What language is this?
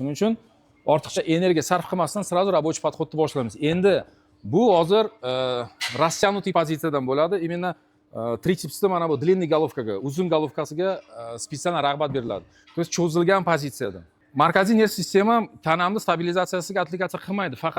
Uzbek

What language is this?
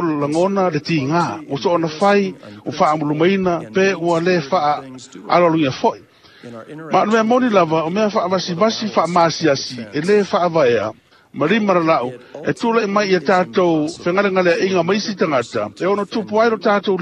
Samoan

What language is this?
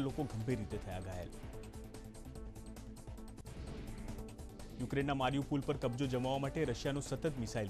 Gujarati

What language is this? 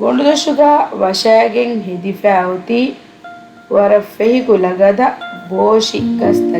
Divehi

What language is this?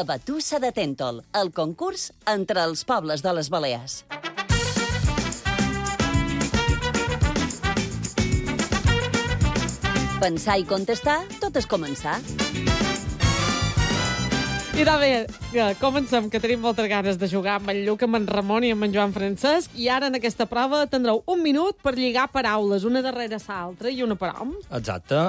Catalan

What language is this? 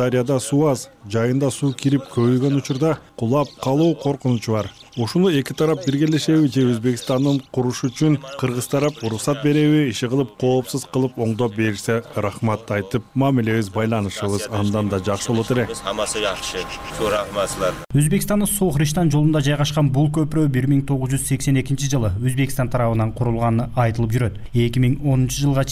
Kyrgyz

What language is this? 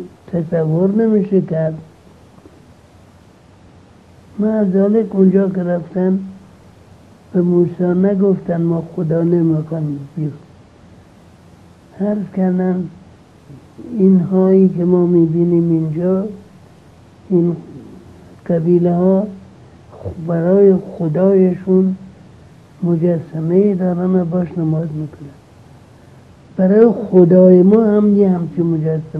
Persian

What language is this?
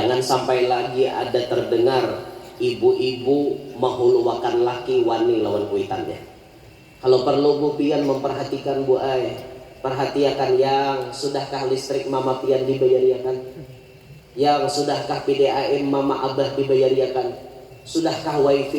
Banjar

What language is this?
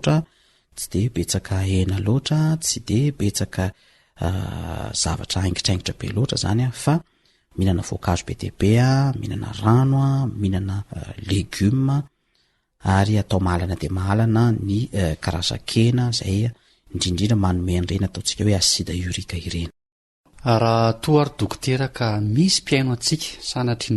Malagasy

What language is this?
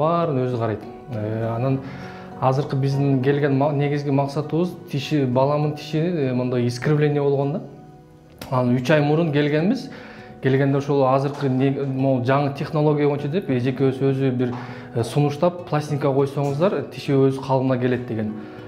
Kyrgyz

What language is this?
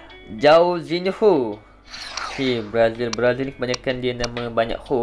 Malay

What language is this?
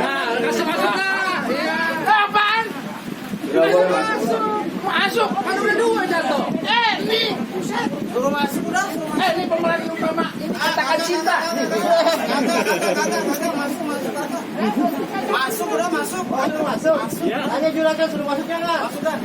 Betawi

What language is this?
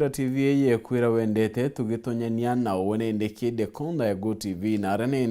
Meru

